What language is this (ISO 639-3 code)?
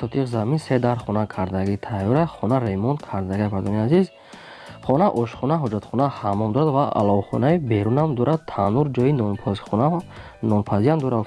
tgk